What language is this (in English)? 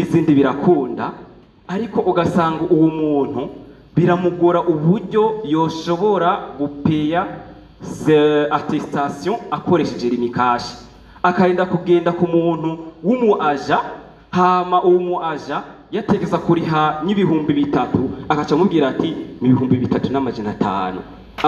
Rundi